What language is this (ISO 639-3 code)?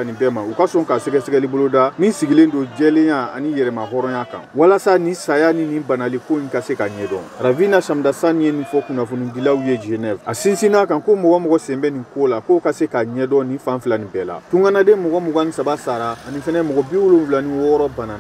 bam